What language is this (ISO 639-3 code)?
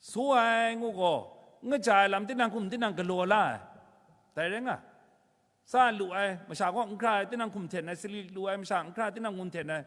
kac